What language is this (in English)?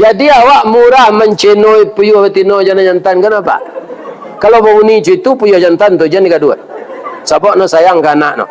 Minangkabau